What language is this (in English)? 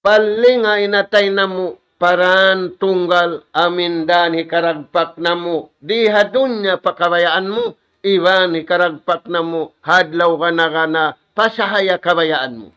Tausug